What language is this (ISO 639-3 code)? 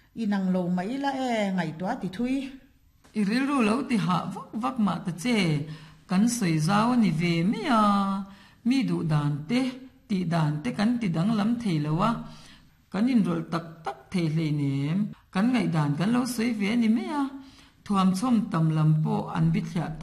lus